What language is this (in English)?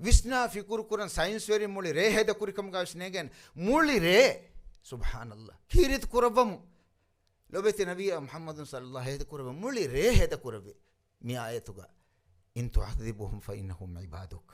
Divehi